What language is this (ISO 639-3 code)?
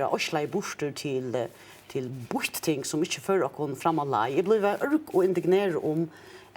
fao